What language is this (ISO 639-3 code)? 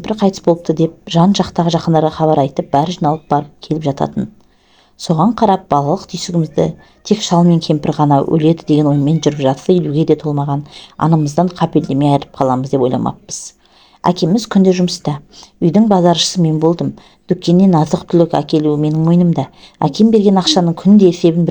kaz